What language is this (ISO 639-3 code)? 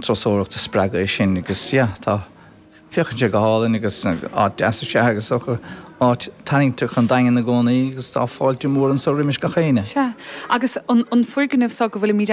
gle